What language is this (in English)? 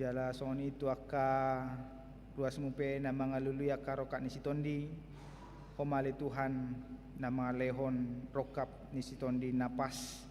Batak Toba